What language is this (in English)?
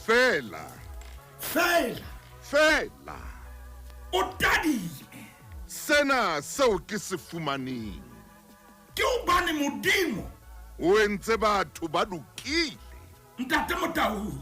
Southern Sotho